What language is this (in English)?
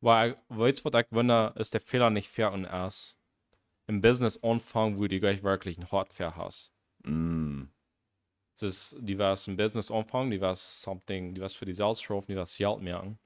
Plautdietsch